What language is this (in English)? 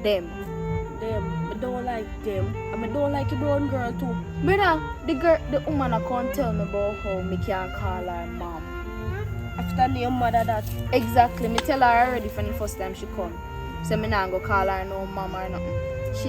Jamaican Creole English